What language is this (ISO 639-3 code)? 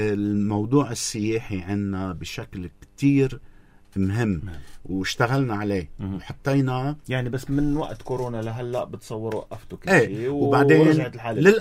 apc